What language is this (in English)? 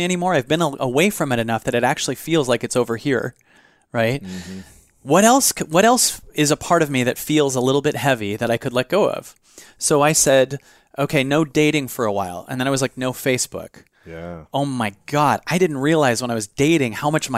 English